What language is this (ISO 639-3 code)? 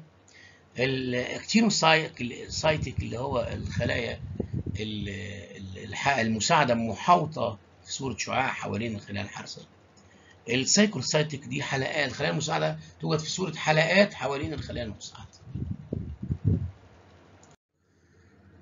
arz